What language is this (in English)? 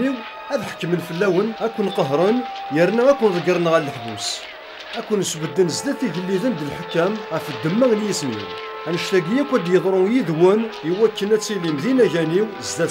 Kabyle